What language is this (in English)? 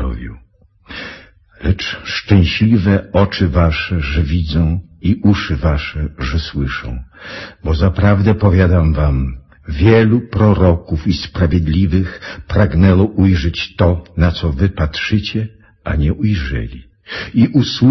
Polish